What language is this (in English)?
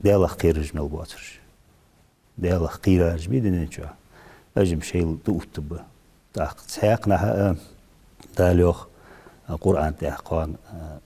Ingush